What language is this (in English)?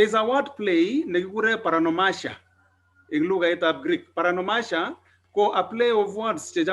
Kalenjin